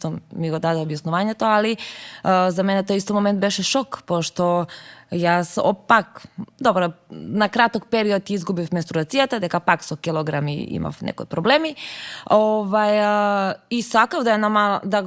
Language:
Macedonian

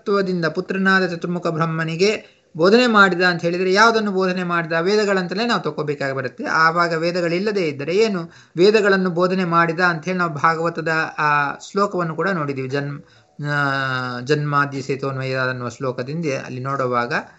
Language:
Kannada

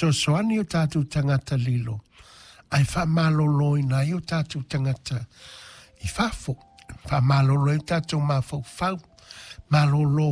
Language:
Samoan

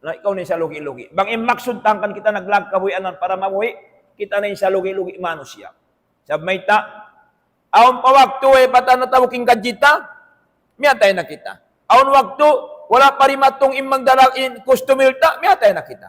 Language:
Tausug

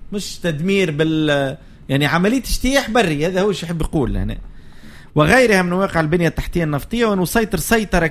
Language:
Tunisian Arabic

